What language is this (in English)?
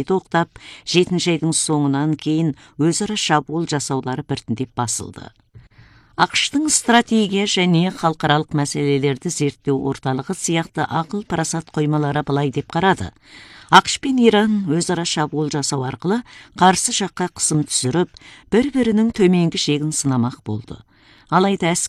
Kazakh